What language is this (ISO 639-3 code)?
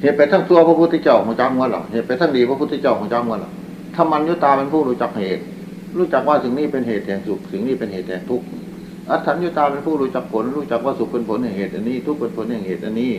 tts